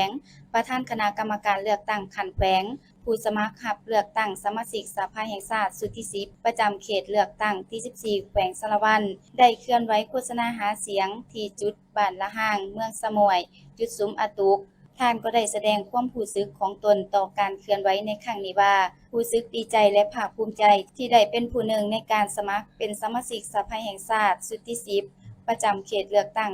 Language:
Lao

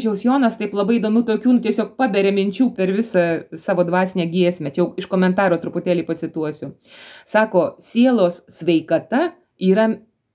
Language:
Lithuanian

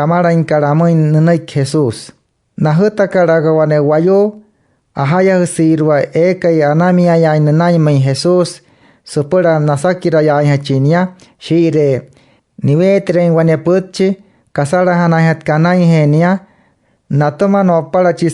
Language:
Wayuu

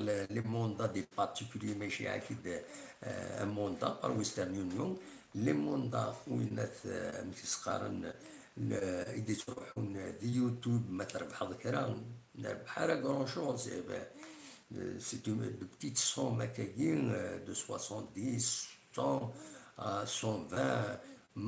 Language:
Kabyle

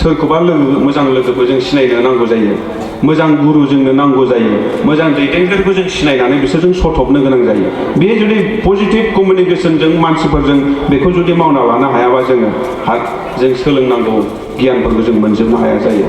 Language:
Bodo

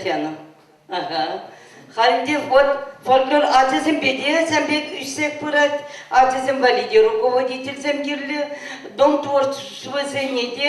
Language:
Chuvash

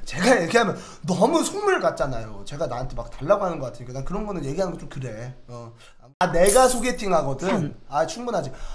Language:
Korean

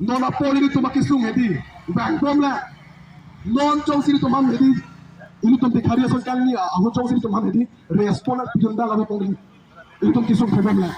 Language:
Karbi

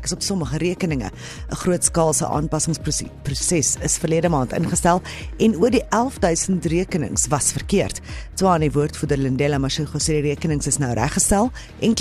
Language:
Afrikaans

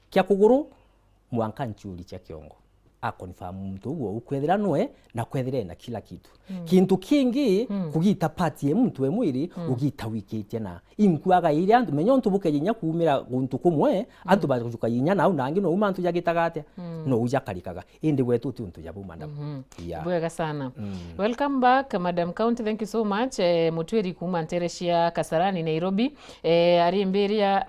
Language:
Meru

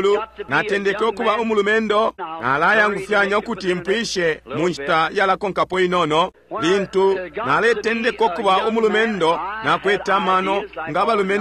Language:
Bemba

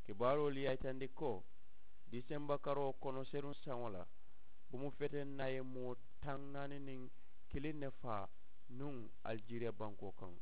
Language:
Mandingo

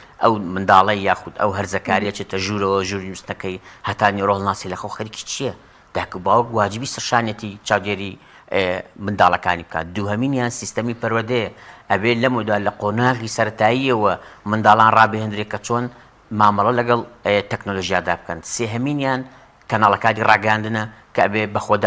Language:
Central Kurdish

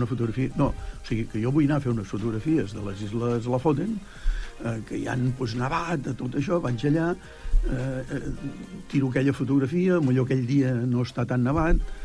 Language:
Catalan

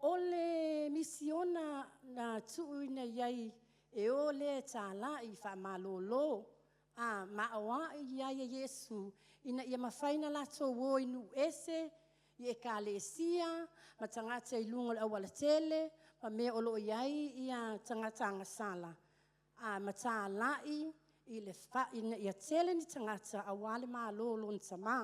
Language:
Samoan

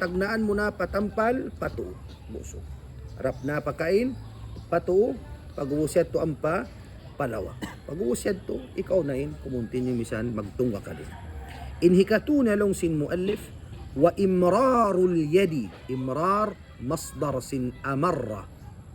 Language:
Tausug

